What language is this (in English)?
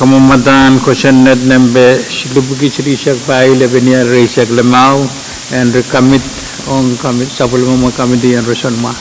Pohnpeian